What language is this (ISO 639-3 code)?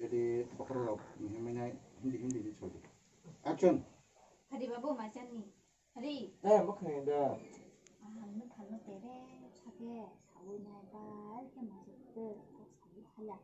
trp